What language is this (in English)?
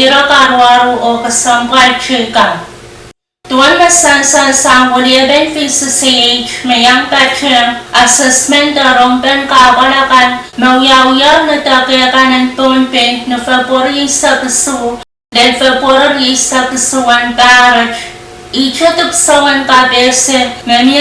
Pohnpeian